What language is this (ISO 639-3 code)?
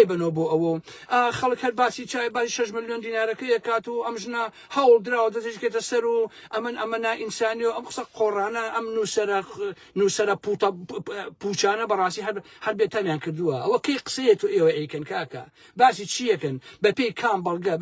ckb